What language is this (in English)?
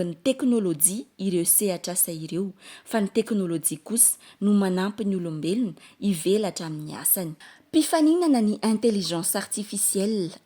Malagasy